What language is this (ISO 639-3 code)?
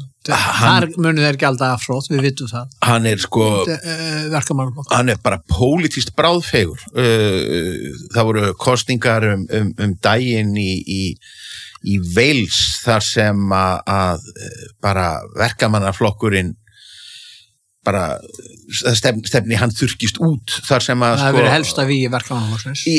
isl